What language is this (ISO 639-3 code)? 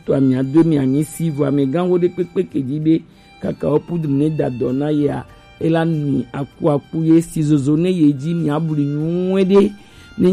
gej